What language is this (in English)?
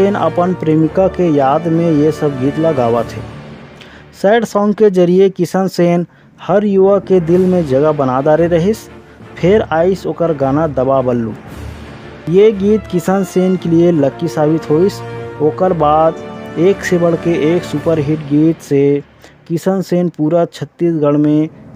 Chhattisgarhi